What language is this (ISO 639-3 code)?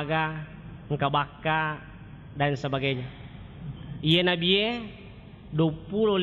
bug